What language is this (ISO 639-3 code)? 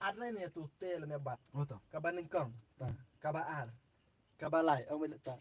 kha